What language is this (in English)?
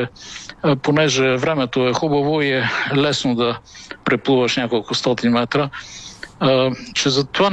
Bulgarian